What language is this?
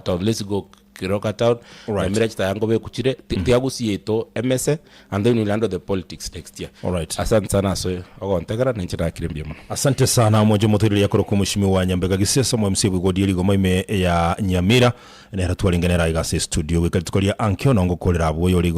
Gusii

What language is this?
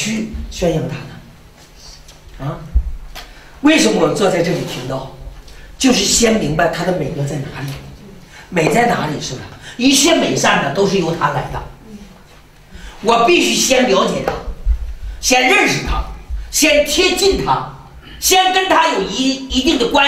Chinese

